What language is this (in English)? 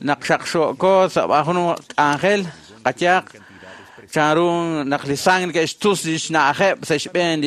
Kekchí